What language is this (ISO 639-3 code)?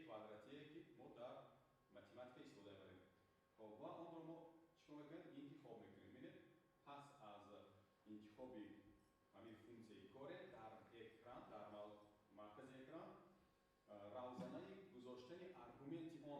tgk